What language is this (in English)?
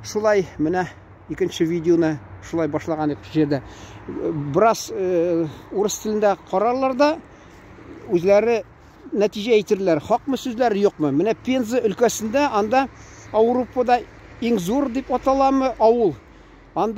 Tatar